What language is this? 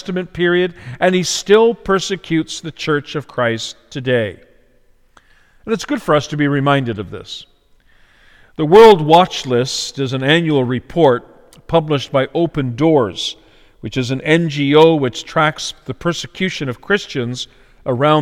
English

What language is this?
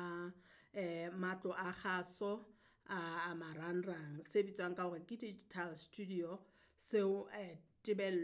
Southern Sotho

